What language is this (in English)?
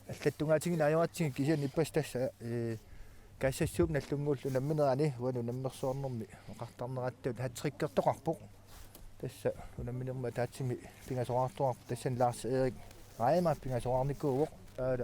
Kalaallisut